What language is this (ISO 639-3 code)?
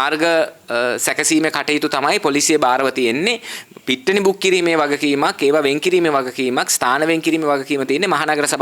sin